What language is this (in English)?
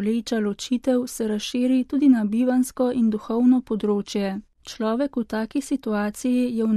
Slovenian